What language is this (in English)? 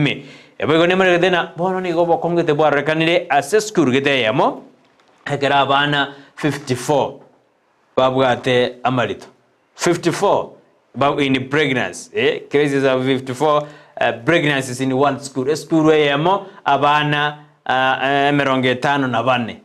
Gusii